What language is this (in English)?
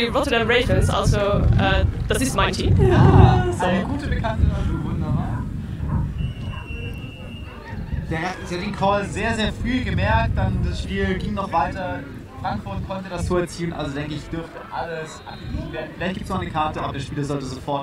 German